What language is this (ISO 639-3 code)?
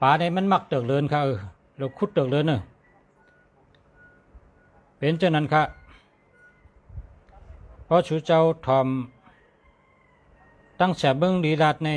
shn